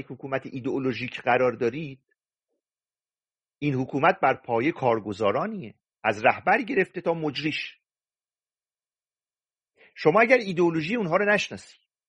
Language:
Persian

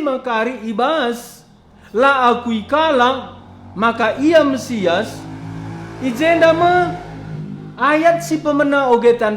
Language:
Batak Karo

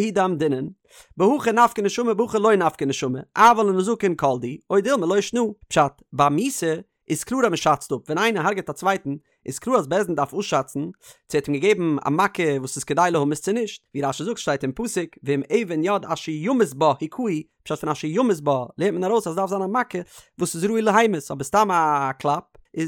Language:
Yiddish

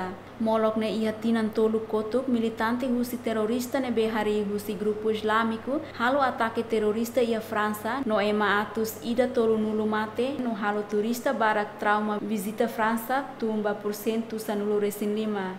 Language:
Tetum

